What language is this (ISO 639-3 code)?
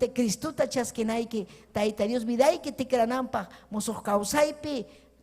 quy